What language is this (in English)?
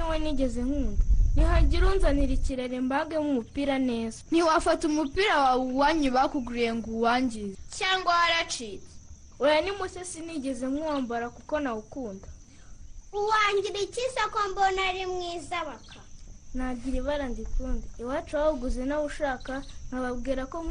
Kinyarwanda